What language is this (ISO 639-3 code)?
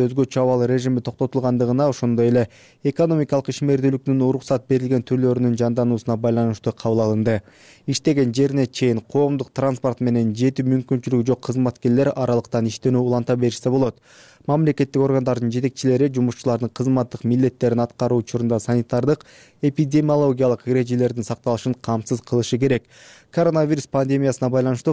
kir